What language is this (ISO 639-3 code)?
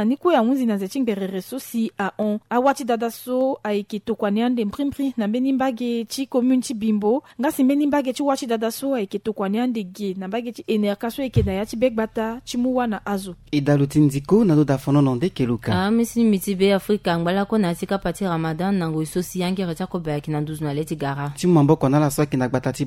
sag